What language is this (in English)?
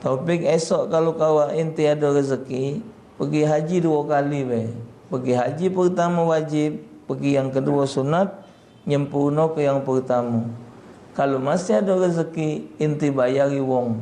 Musi